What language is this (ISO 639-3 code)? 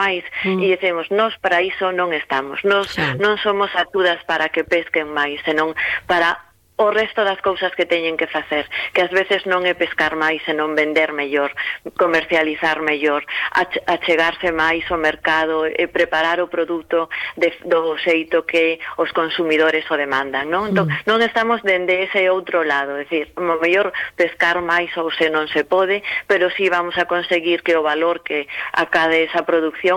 glg